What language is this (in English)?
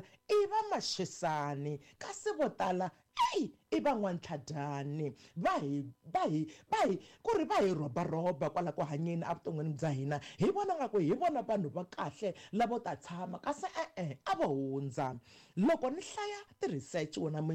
Tsonga